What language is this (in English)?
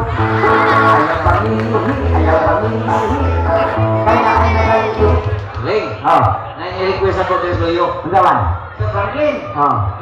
Cebuano